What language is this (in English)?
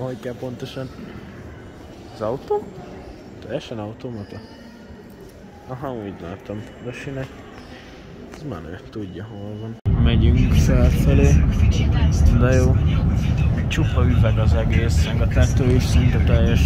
Hungarian